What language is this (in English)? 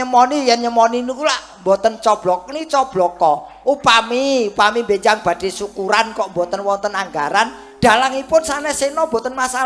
Javanese